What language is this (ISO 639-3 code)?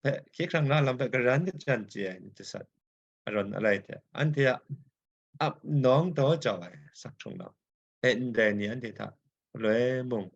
kac